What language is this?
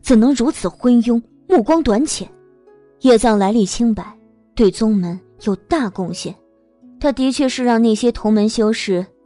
Chinese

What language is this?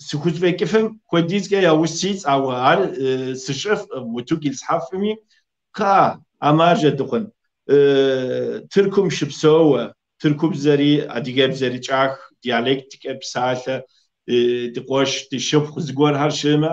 Kabardian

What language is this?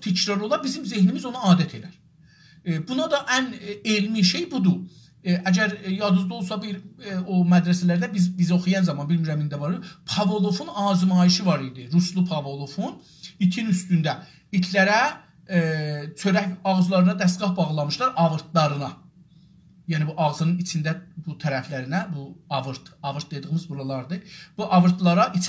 South Azerbaijani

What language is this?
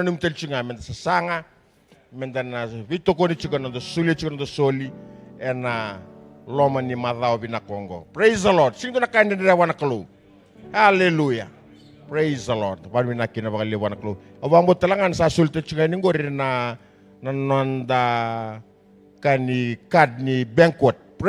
Fijian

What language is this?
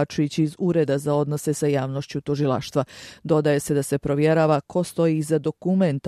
Bosnian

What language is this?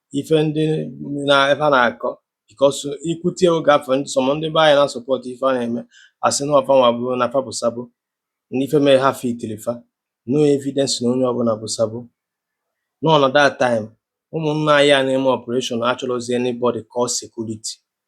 Igbo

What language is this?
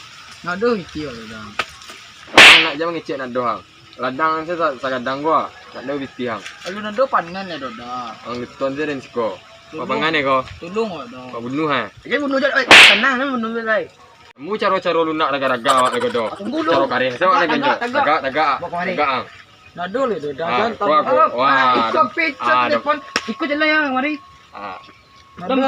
Minangkabau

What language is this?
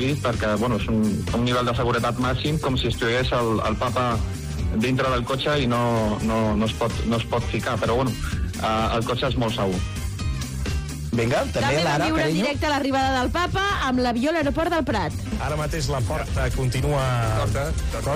Catalan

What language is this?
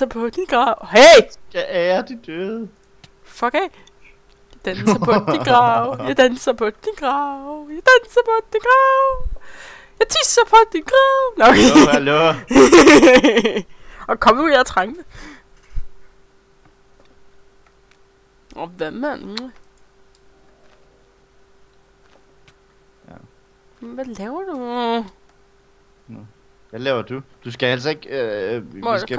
Danish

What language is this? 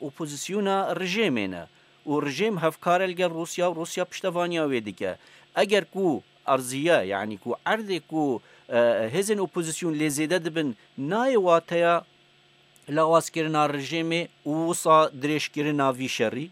Kurdish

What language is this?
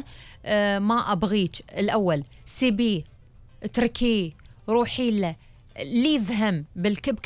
Gulf Arabic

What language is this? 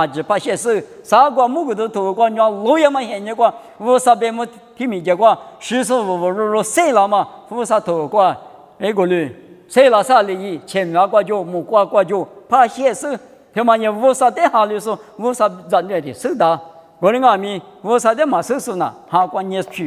Lisu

